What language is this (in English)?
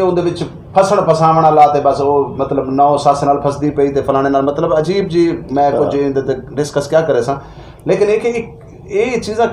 Saraiki